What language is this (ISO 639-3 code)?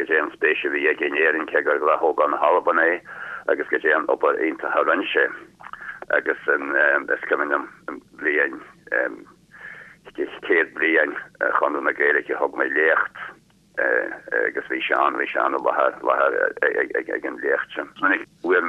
gle